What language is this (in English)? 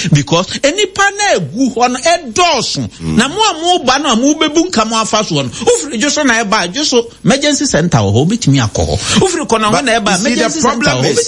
Akan